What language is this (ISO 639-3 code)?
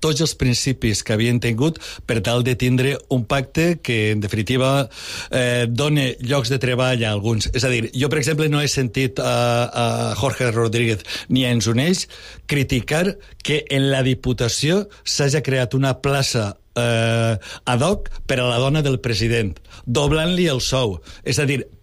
cat